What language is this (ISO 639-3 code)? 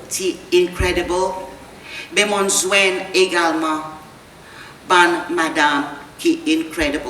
crs